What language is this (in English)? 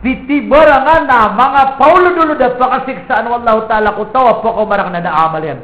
Maranao